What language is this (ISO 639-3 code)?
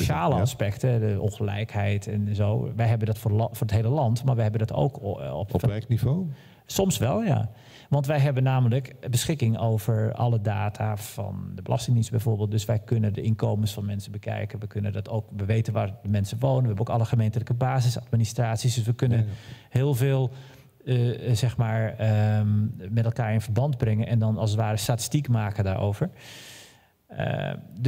nld